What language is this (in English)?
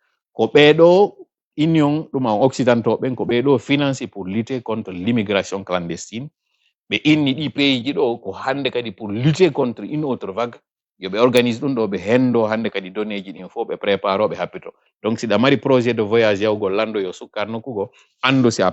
Fula